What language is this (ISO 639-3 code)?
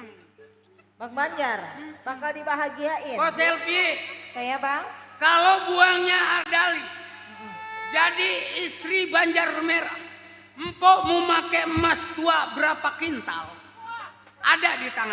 bew